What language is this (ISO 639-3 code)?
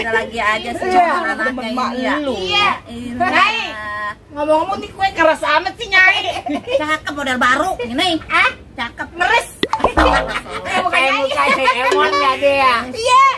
bew